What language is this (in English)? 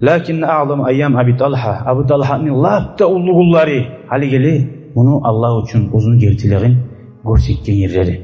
Kumyk